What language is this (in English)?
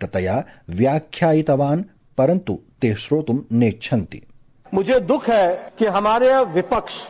Sanskrit